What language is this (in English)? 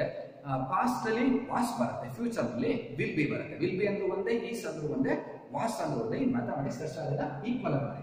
Kannada